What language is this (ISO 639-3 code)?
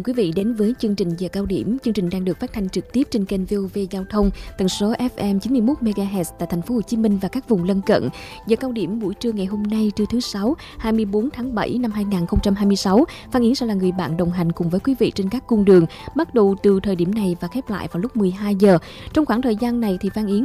vie